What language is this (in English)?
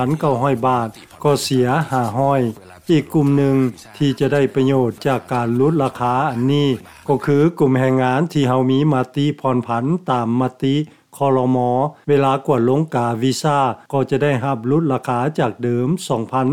Lao